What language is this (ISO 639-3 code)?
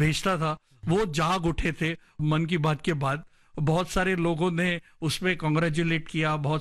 hin